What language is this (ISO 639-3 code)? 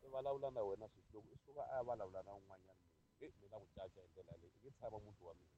tso